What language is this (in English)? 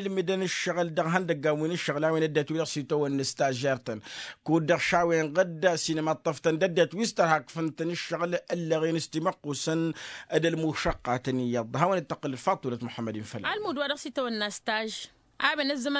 Tamasheq